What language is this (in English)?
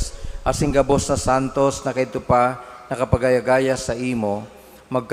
Bikol